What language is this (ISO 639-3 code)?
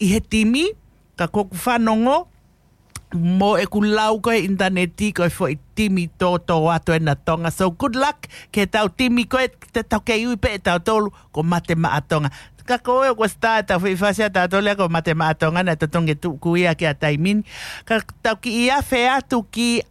ton